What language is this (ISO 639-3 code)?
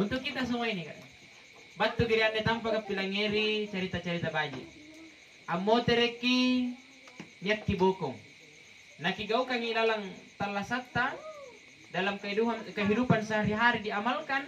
mak